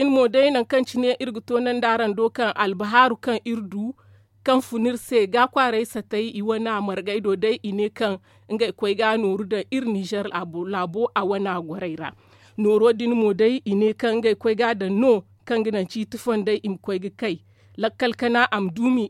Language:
Zarma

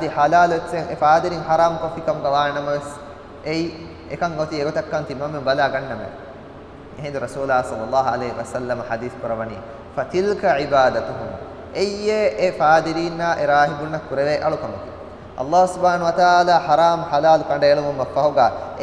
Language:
Divehi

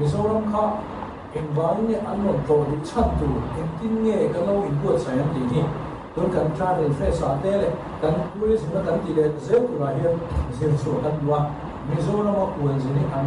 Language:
Mizo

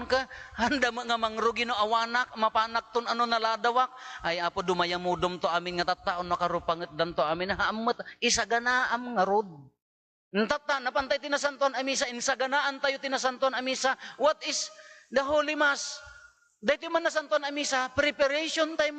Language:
Iloko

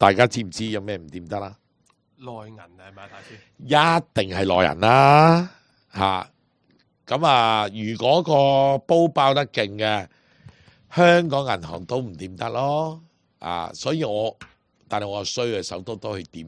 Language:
Cantonese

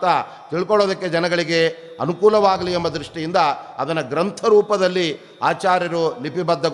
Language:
Kannada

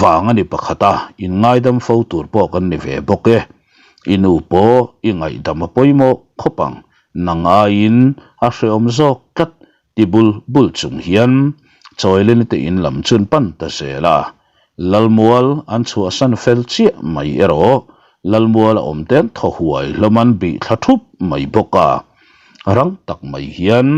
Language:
Mizo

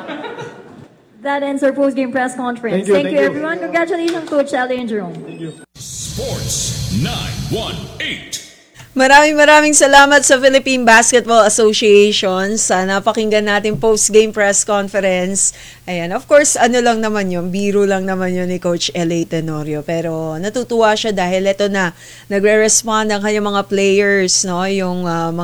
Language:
Filipino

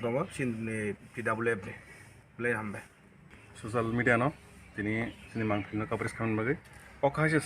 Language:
Kok Borok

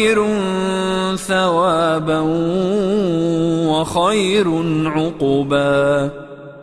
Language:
Arabic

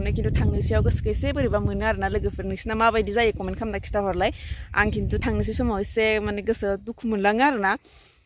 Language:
Bodo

